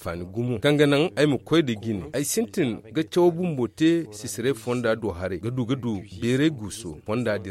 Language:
Zarma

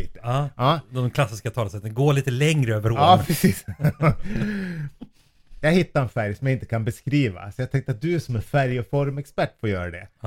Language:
Swedish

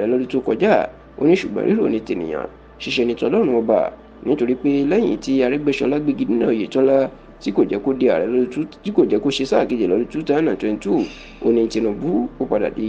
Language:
Yoruba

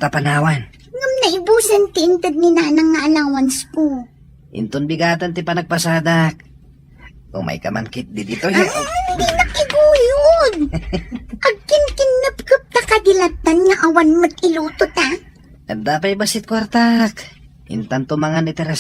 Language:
Iloko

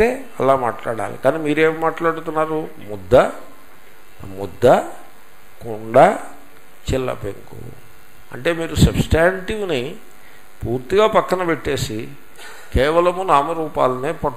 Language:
Telugu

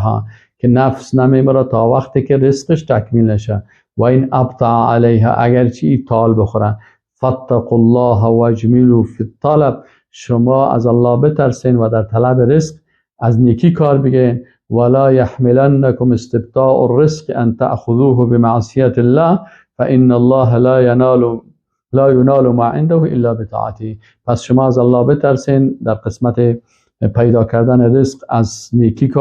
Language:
Persian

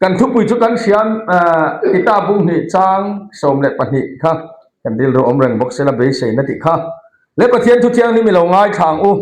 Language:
Mizo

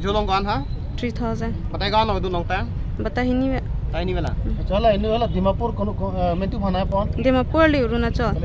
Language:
Karbi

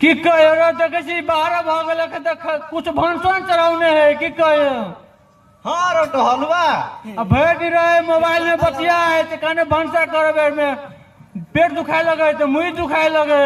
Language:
Maithili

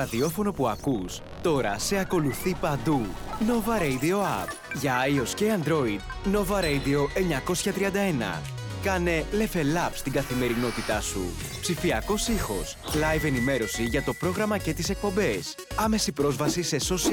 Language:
Greek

